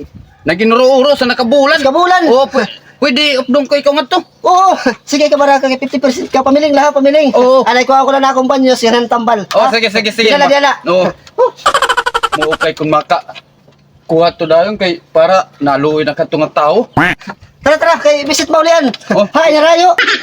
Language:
Waray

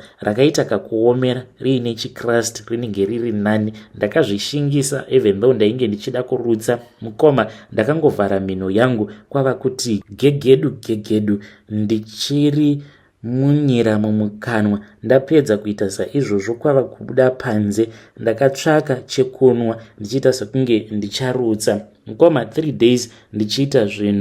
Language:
Shona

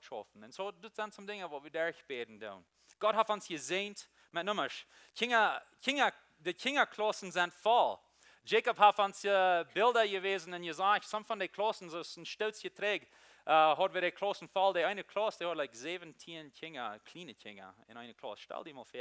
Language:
Plautdietsch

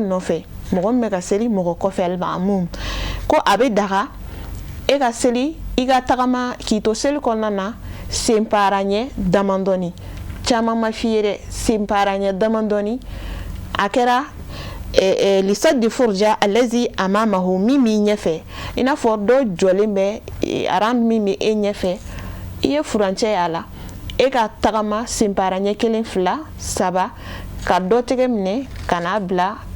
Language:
Bambara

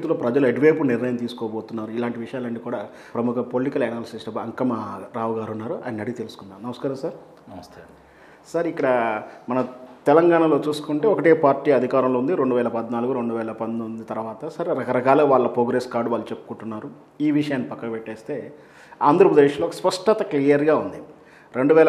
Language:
Telugu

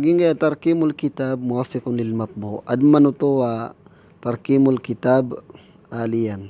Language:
Maranao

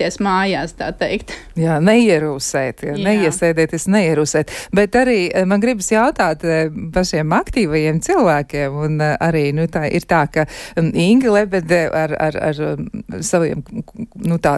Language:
Latvian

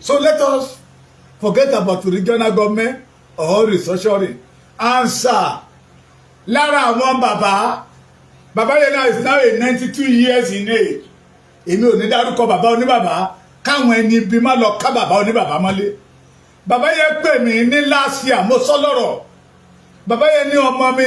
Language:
Yoruba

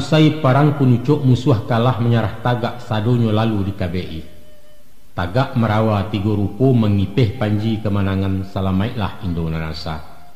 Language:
Minangkabau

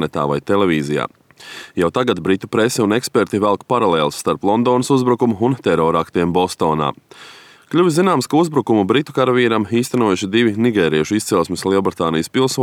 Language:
Latvian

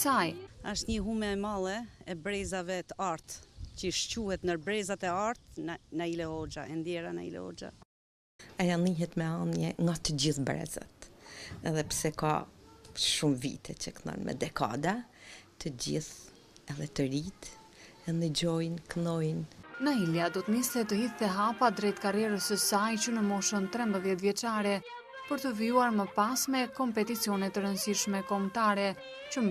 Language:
Albanian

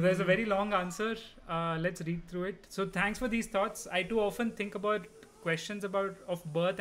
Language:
English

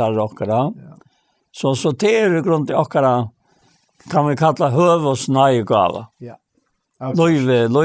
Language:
Faroese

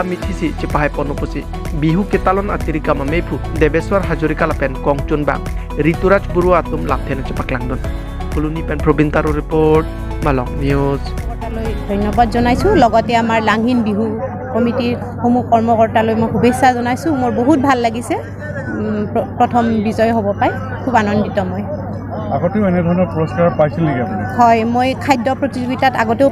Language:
Karbi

